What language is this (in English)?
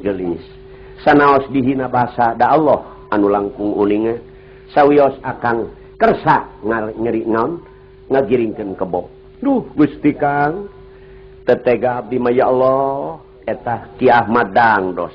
Sundanese